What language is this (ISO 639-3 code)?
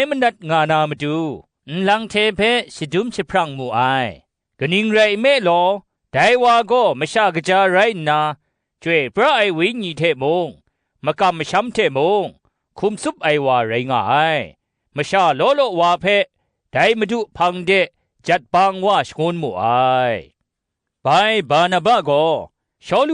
kac